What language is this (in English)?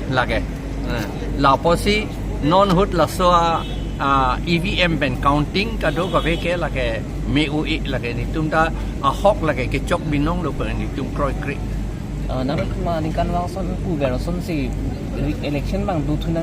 Karbi